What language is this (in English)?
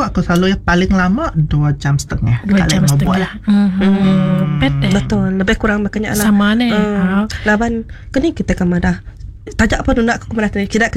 Iban